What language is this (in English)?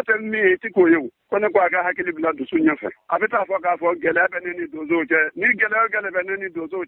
Bambara